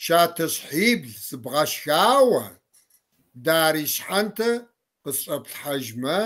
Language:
Kabardian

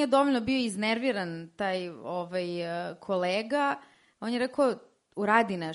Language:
Serbian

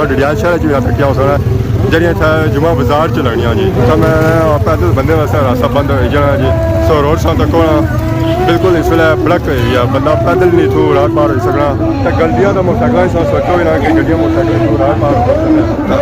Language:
Pahari-Potwari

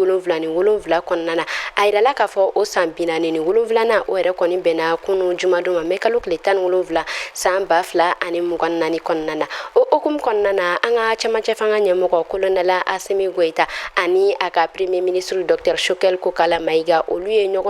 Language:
Bambara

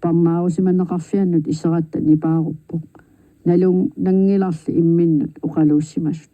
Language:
Kalaallisut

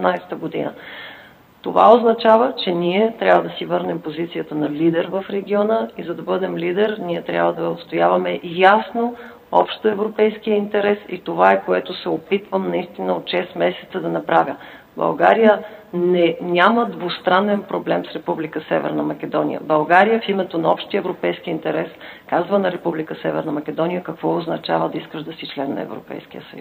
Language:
Bulgarian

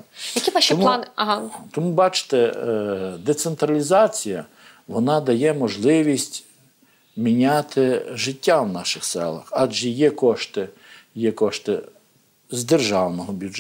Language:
Ukrainian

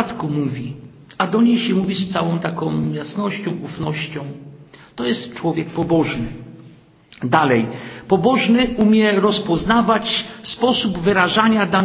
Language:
Polish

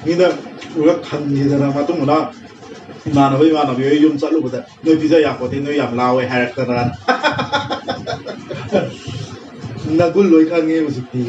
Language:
Manipuri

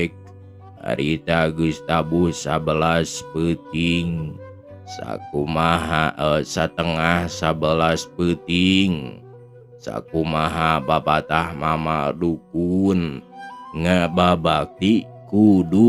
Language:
Sundanese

